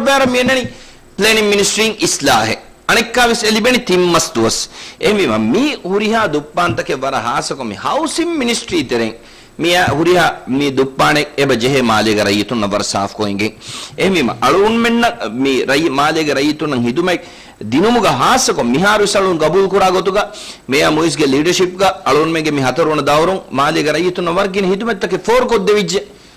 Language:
Divehi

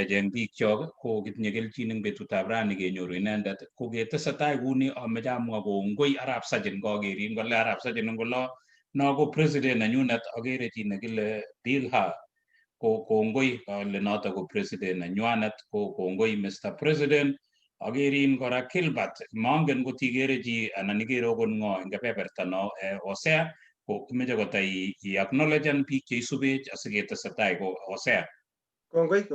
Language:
Kalenjin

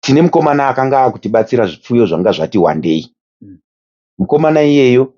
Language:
Shona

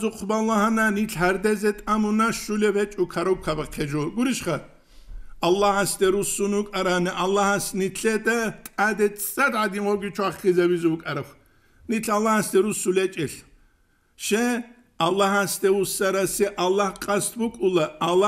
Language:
Avaric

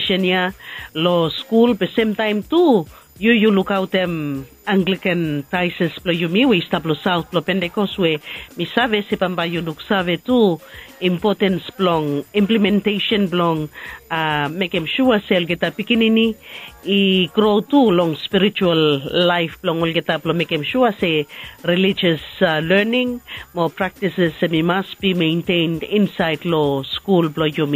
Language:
Bislama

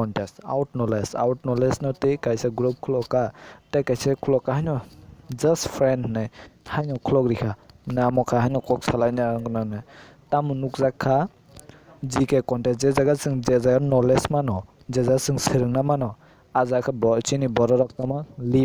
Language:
Kok Borok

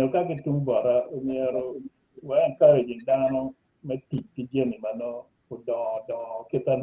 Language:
Acoli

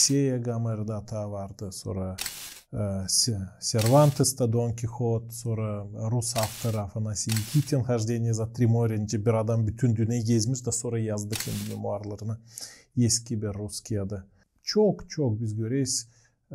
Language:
Gagauz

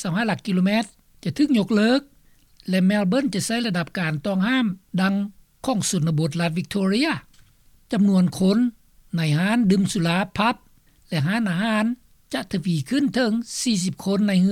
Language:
Lao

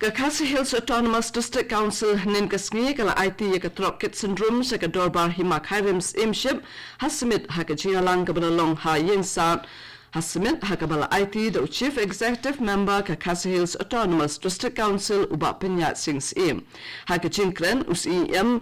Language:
Khasi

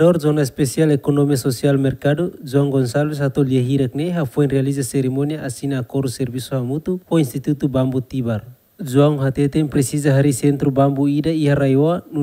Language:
Tetum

